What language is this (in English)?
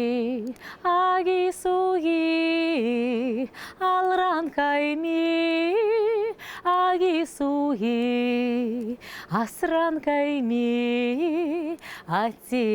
Chuvash